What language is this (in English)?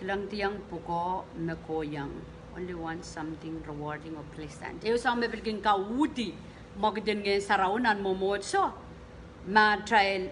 Pohnpeian